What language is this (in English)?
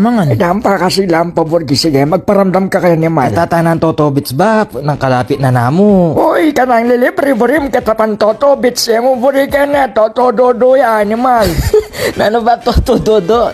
Pampanga